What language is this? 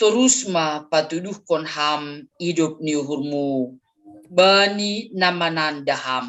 Batak Simalungun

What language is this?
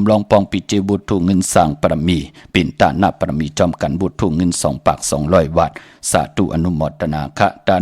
Shan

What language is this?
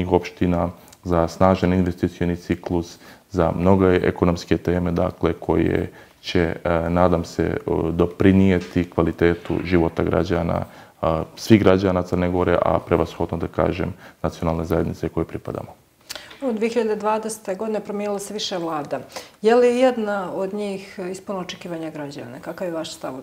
Bosnian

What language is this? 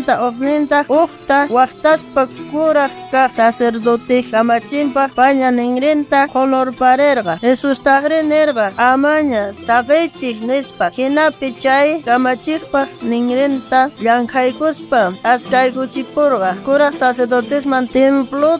South Bolivian Quechua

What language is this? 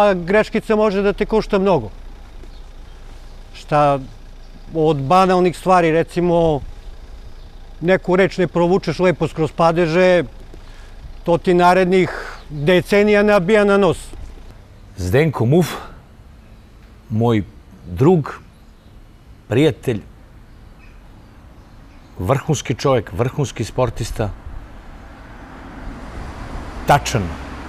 Serbian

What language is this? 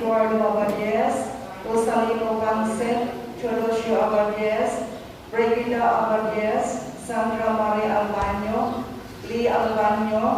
Cebuano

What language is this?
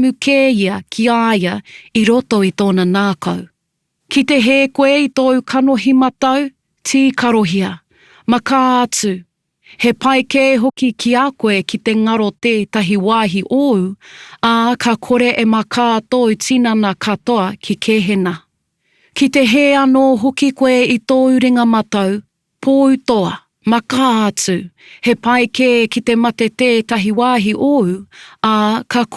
Māori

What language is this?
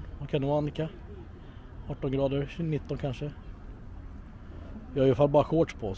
Swedish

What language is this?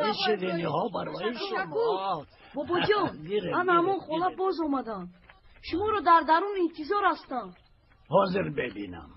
Tajik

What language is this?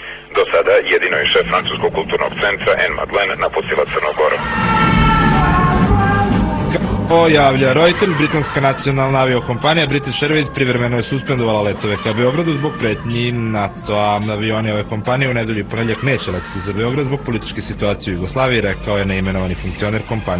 Serbian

